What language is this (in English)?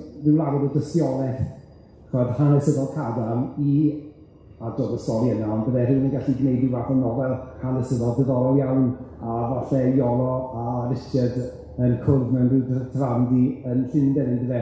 Welsh